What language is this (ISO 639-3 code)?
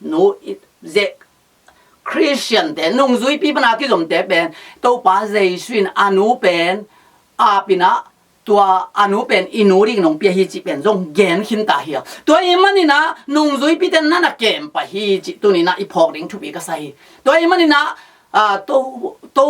ctd